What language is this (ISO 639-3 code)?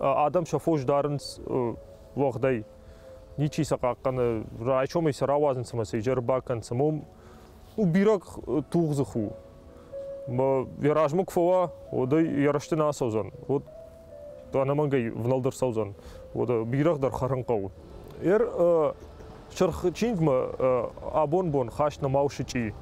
oss